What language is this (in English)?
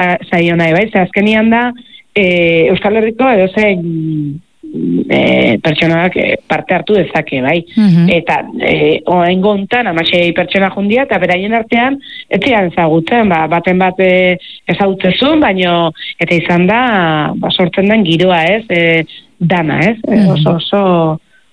Basque